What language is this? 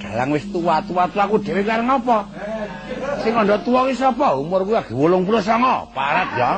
Javanese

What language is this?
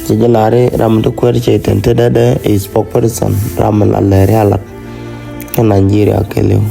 Nuer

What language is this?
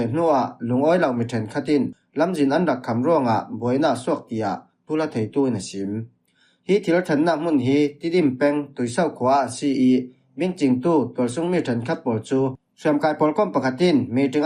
Falam Chin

